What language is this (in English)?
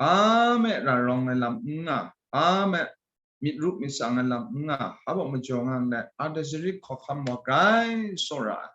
Kachin